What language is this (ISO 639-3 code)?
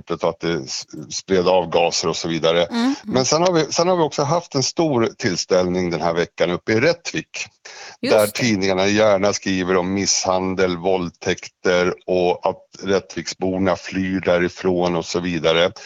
swe